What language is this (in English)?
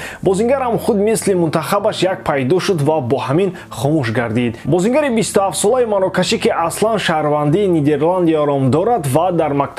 Tajik